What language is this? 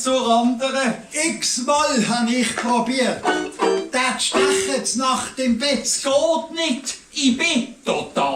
Swiss German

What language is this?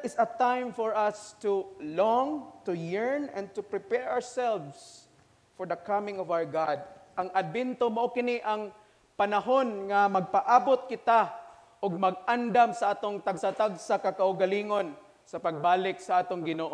Cebuano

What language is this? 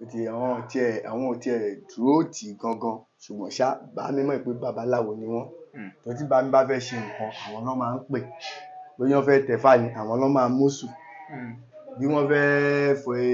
Yoruba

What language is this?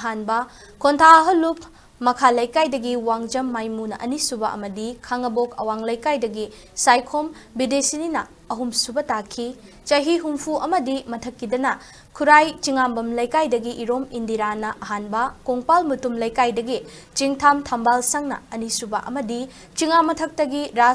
Manipuri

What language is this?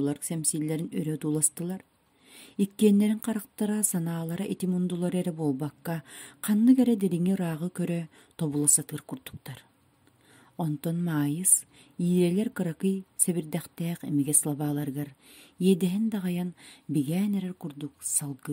Yakut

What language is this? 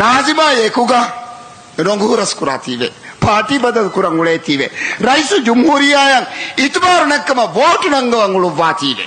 Divehi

